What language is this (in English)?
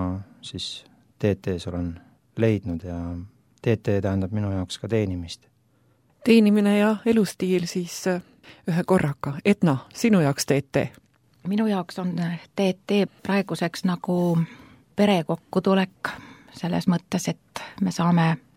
Estonian